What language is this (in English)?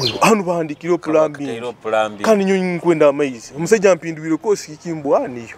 Nyoro